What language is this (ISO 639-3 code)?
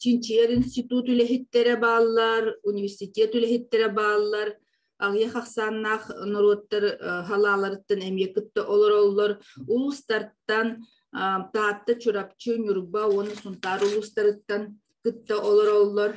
sah